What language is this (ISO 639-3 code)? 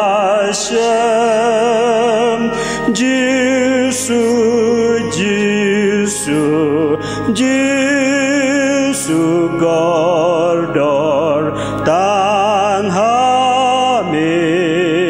kha